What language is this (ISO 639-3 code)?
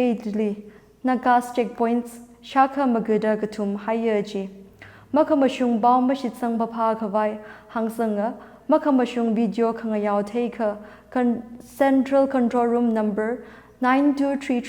nmf